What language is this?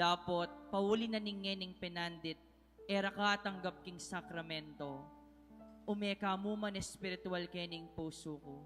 Pampanga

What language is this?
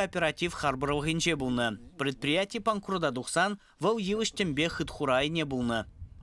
Chuvash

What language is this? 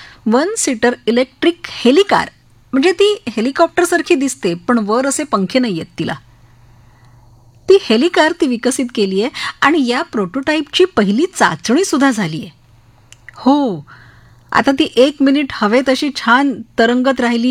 Marathi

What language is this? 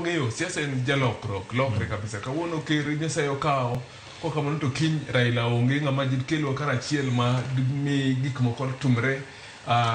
Luo (Kenya and Tanzania)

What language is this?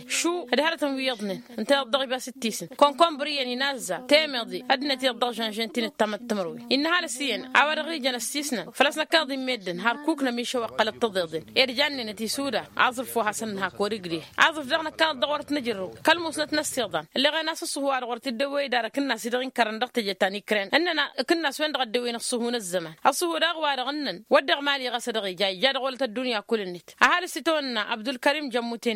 Tamasheq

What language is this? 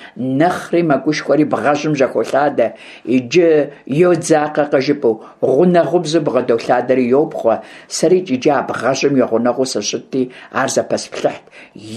Kabardian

